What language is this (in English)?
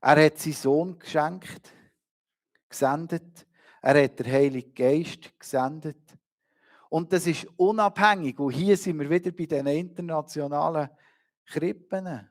Swiss German